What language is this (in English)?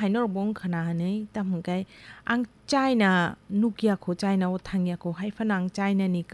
Kok Borok